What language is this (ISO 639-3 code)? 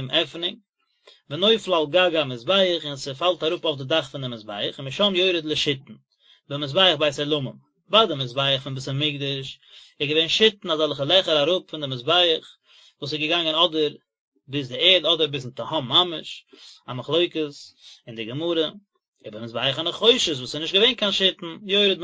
yid